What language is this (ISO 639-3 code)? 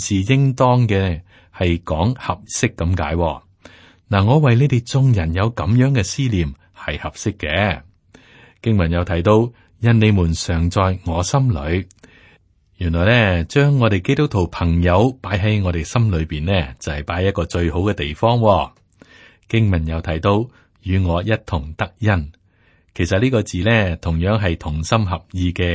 yue